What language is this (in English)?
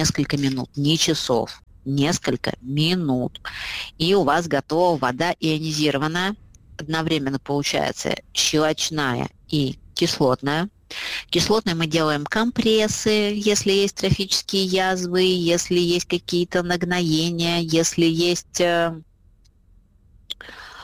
Russian